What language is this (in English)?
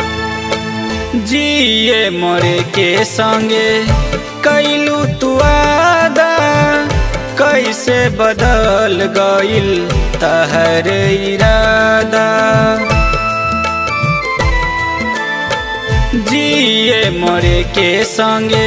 Bhojpuri